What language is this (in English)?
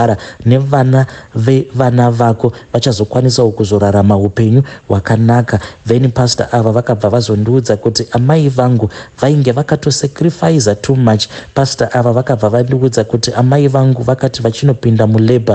Shona